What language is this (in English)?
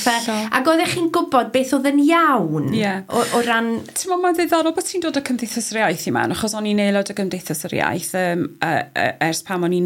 Welsh